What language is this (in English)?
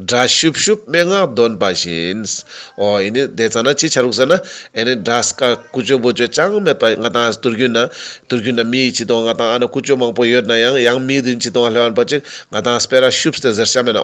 Ladakhi